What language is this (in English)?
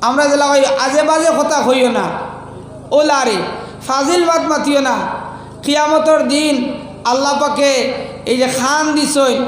Sylheti